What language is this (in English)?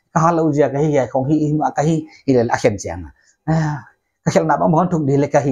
Paite Chin